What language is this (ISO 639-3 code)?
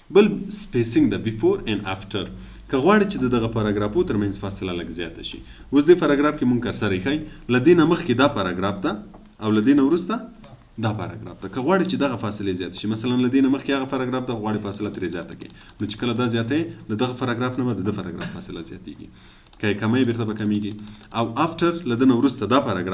pus